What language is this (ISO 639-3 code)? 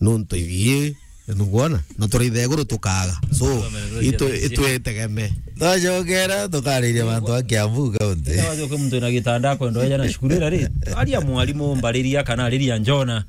mer